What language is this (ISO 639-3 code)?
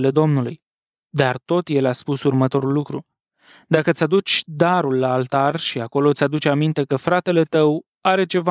ron